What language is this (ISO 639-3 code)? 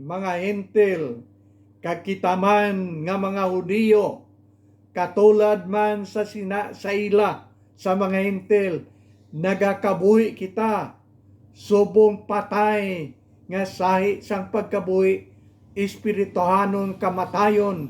hil